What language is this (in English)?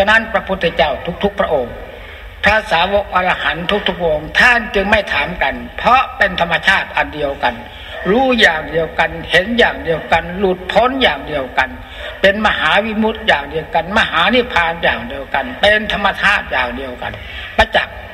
Thai